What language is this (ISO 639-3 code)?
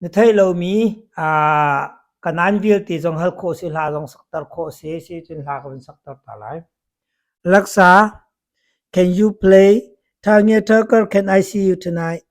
cnh